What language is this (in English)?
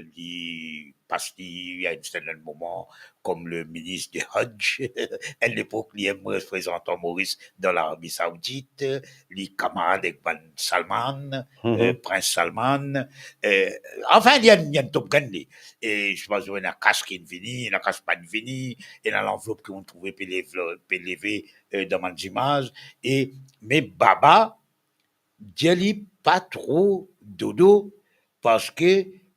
Morisyen